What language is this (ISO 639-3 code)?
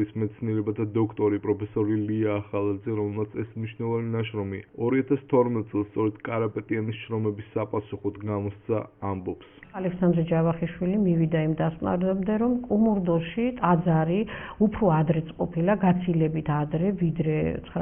kat